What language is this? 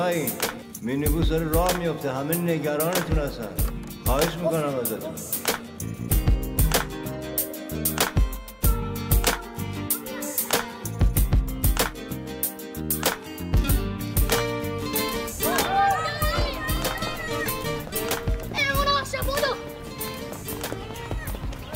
Persian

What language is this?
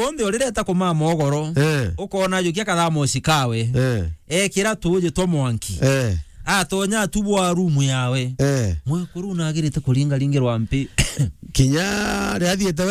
Meru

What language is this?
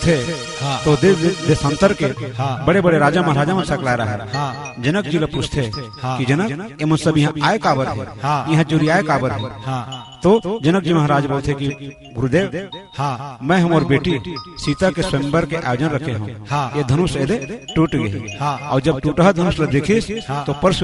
Chhattisgarhi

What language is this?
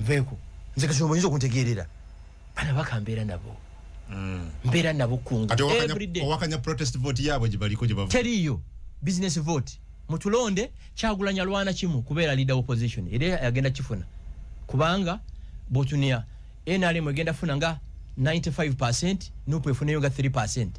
Ganda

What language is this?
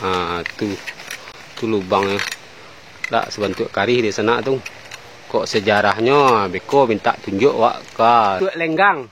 Minangkabau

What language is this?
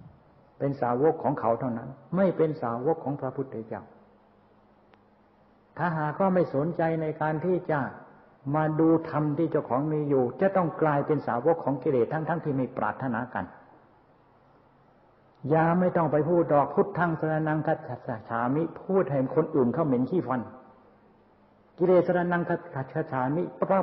Thai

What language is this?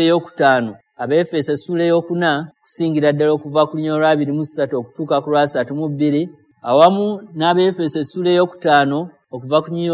Ganda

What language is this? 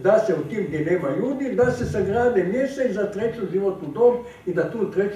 Croatian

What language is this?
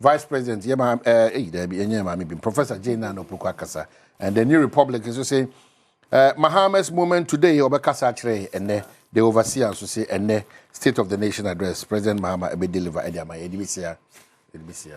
Akan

